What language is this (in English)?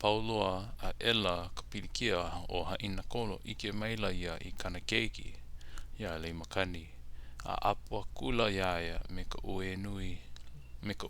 Hawaiian